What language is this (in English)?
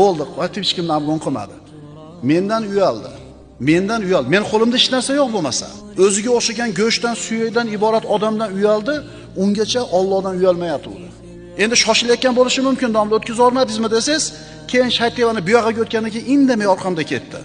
Uzbek